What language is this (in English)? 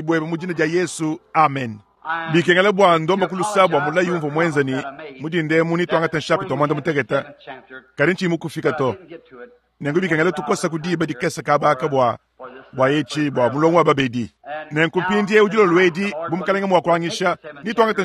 Luba-Lulua